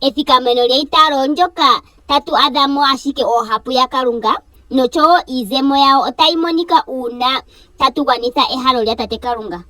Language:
Ndonga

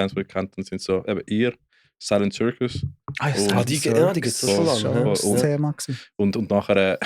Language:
Swiss German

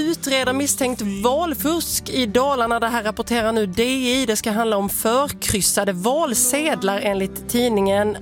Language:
Swedish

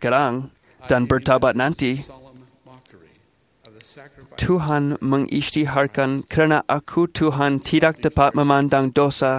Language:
Malay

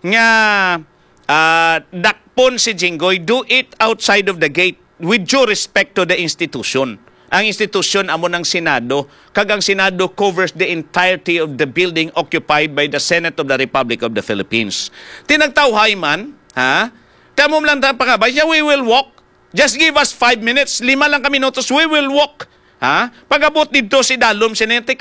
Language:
Hiligaynon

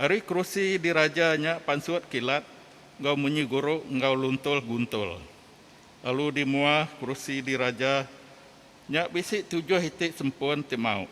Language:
Iban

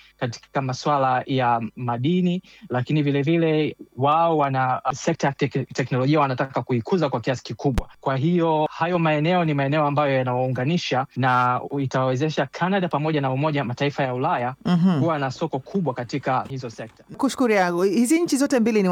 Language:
Swahili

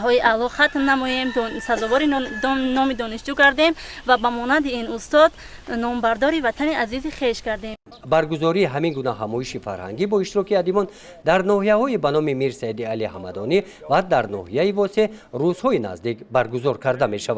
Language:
Tajik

